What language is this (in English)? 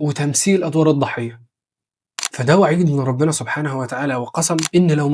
Egyptian Arabic